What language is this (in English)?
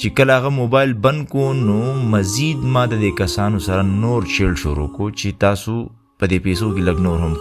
Pashto